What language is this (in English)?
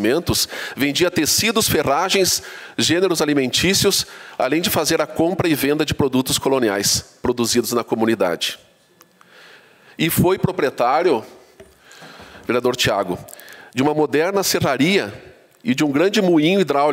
Portuguese